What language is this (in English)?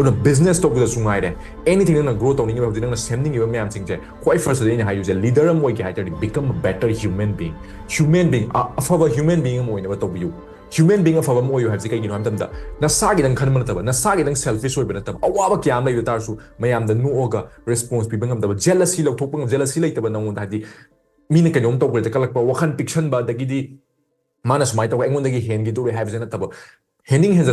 Manipuri